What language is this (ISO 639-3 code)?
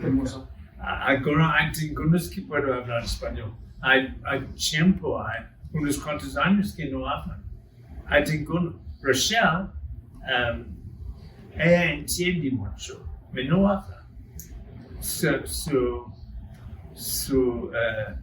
lad